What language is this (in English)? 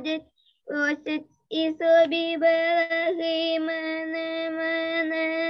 Ukrainian